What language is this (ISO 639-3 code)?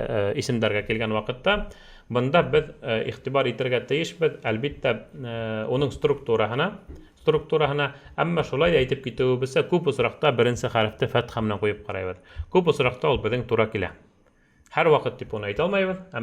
bak